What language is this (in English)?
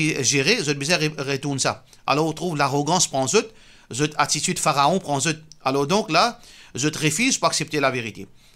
Morisyen